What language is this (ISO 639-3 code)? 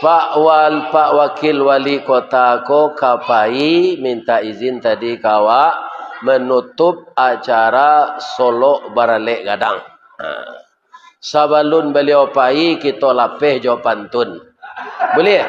min